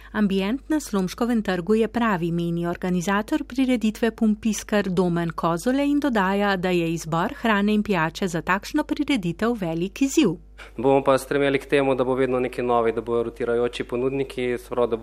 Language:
Slovenian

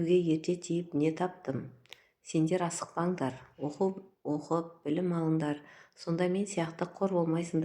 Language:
Kazakh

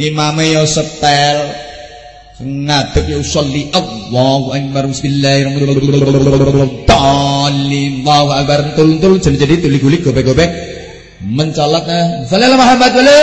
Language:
Javanese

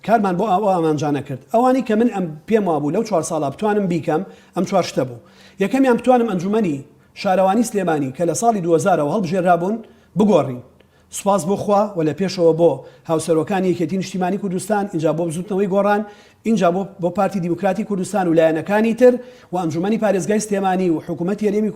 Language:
Central Kurdish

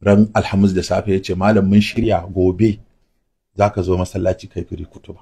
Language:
Hausa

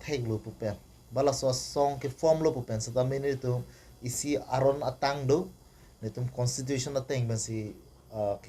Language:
Karbi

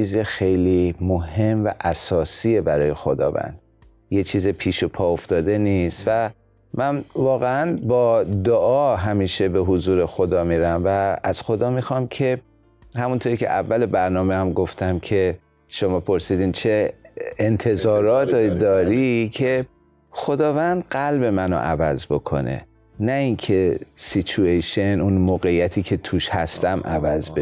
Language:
Persian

